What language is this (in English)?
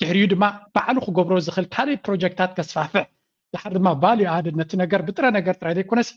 Tigrinya